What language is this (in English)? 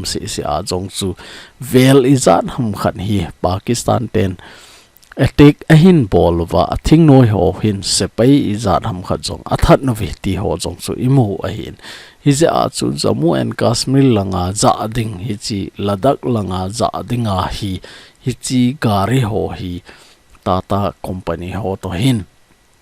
Thado Chin